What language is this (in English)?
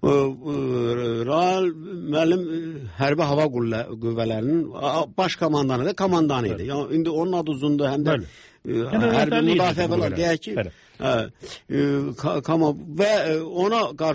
Azerbaijani